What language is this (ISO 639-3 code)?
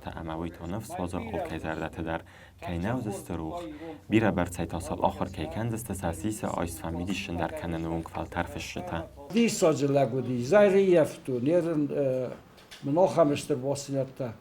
oss